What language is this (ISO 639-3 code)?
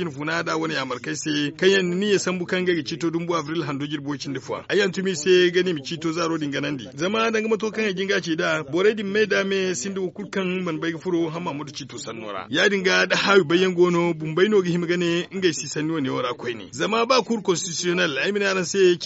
dje